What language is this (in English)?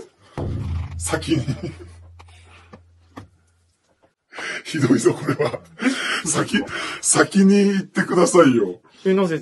Japanese